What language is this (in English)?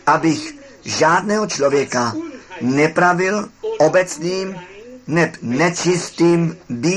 Czech